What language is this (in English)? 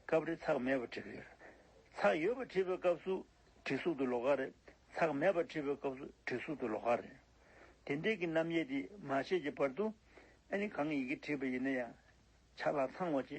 Tibetan